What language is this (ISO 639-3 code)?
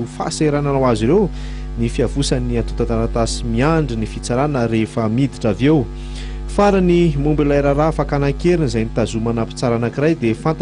mlg